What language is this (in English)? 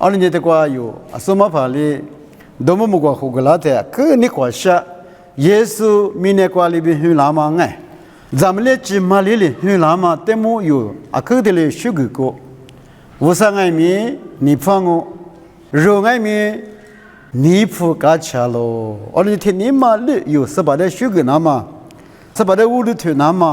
Lisu